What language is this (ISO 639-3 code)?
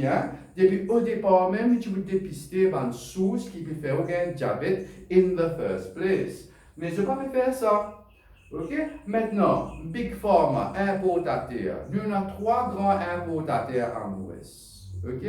mfe